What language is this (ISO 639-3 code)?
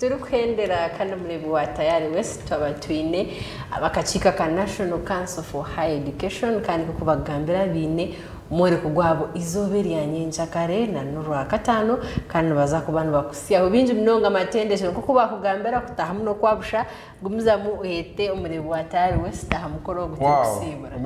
nyn